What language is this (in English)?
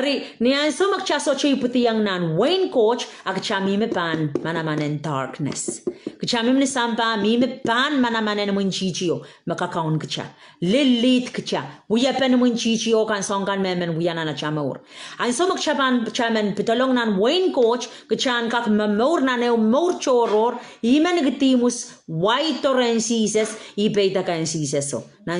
Pohnpeian